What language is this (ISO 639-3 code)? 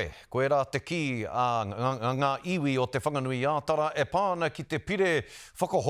mri